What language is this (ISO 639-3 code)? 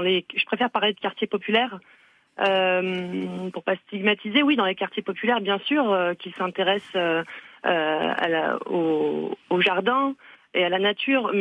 fra